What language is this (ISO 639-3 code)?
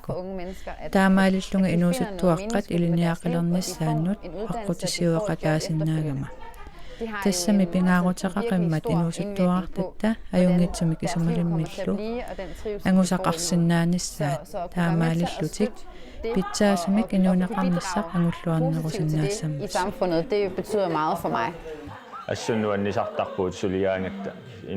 kal